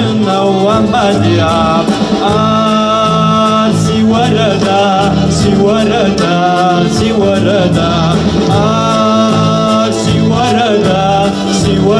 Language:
Kabardian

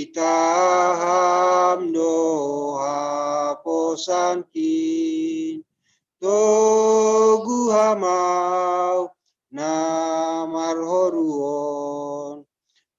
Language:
Batak Simalungun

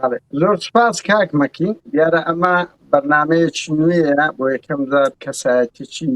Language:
Central Kurdish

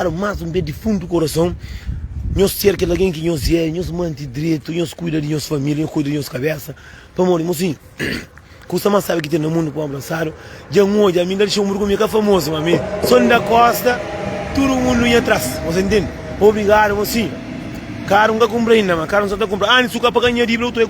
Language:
Kabuverdianu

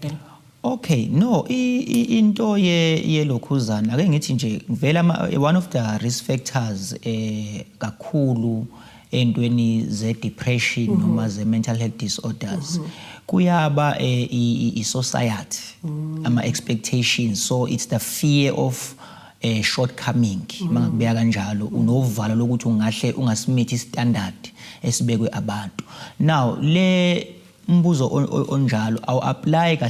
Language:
Zulu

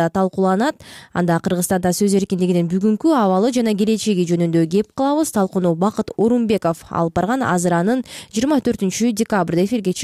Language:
Kyrgyz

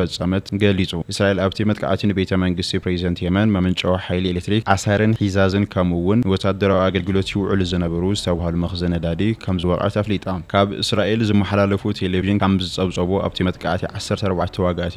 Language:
Tigrinya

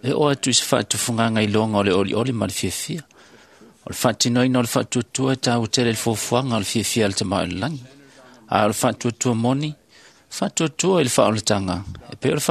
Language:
Samoan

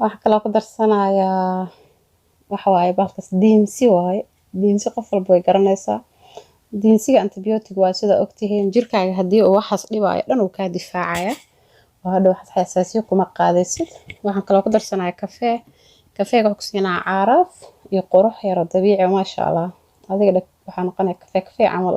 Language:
Somali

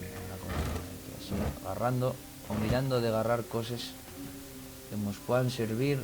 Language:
Asturian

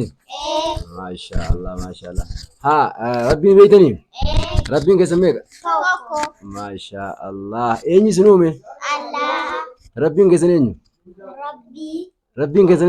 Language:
Oromo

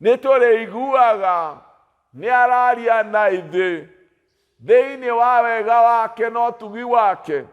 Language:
Kikuyu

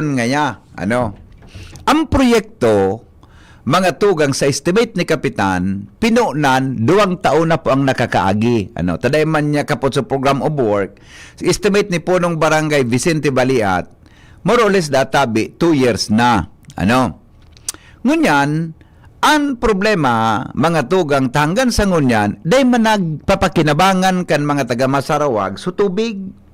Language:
Bikol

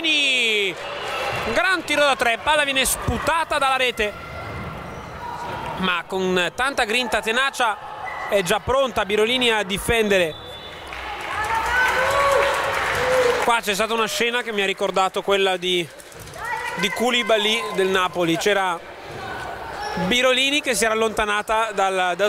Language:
Italian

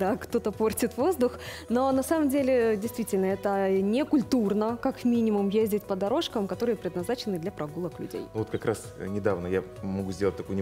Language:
Russian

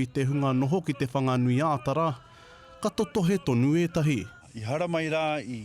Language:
Māori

